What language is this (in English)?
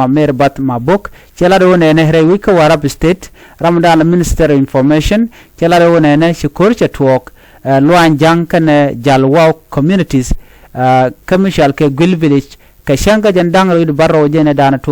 Nuer